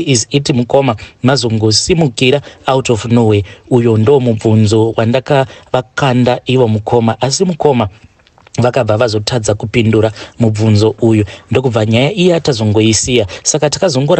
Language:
Shona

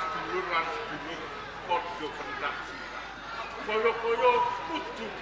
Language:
Javanese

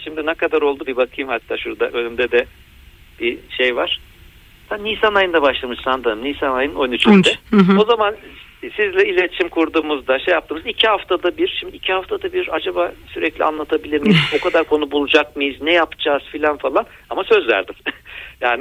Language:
Turkish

